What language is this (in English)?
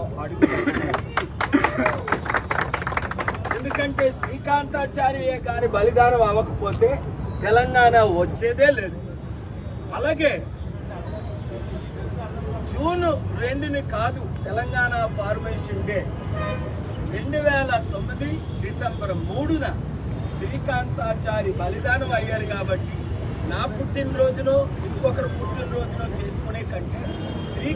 Telugu